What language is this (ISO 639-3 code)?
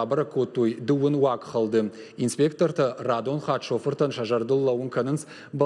oss